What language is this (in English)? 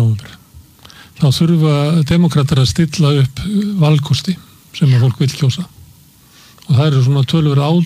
Icelandic